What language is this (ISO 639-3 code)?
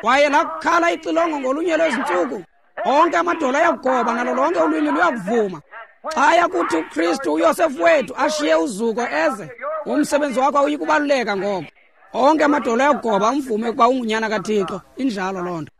xho